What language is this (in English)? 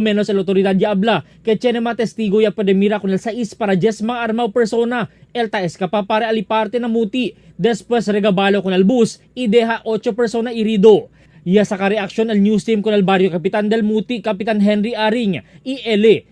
Chavacano